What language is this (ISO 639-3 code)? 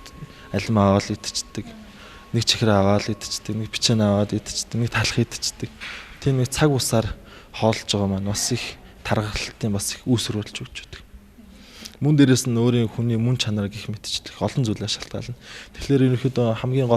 mon